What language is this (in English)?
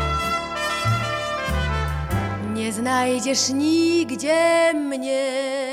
Polish